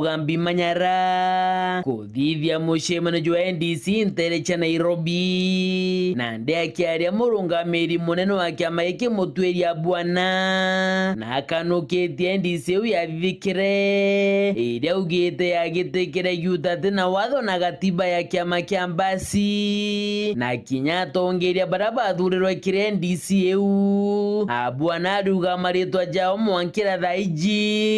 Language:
Meru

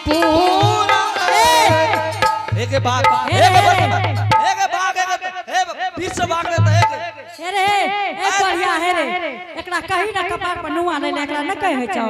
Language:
Angika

